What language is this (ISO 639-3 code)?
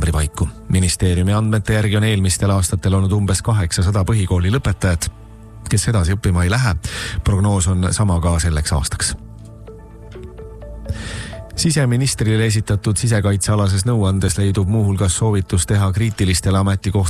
est